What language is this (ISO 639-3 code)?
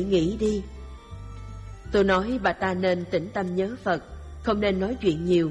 vie